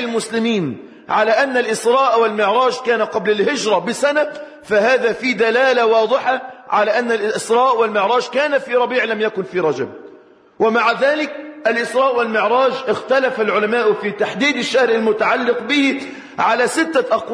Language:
Arabic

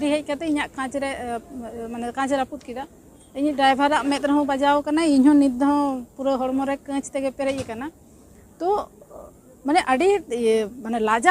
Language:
Santali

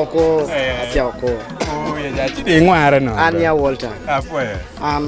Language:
Acoli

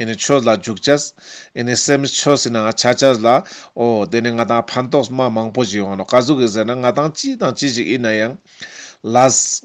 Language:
Ladakhi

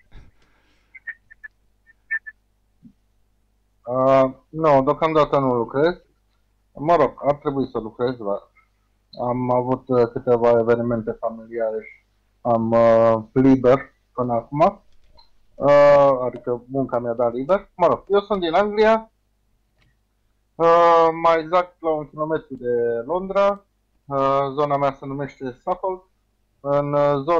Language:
Romanian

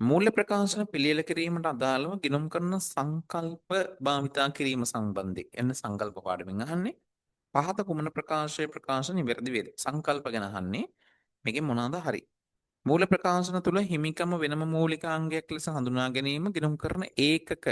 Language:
Sinhala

